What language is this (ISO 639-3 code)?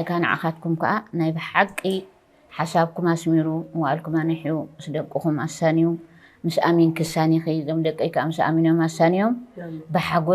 tir